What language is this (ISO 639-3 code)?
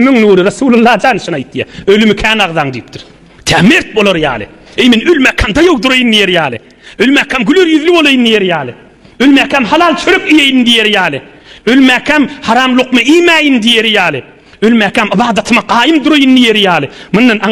tuk